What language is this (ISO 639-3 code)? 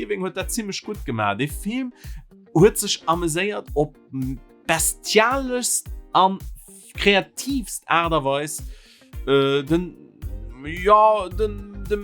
ltz